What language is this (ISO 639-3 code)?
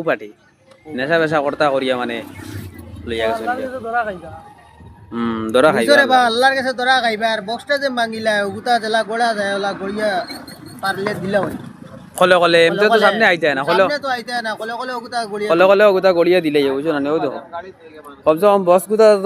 syl